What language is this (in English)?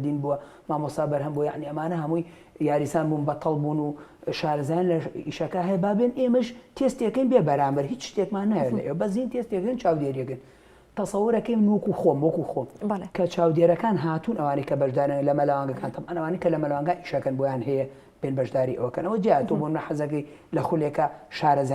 Central Kurdish